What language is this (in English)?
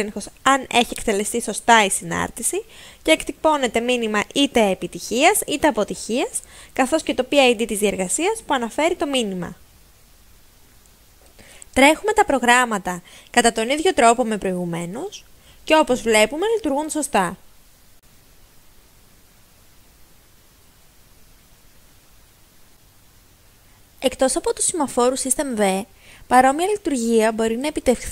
Greek